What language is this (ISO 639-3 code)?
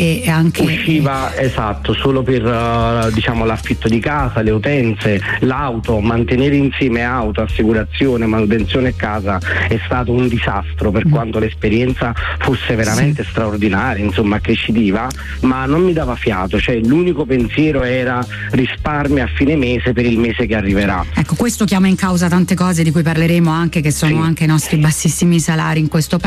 ita